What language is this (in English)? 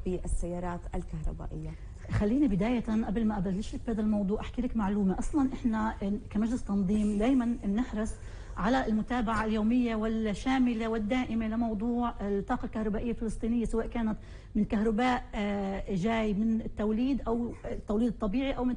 North Levantine Arabic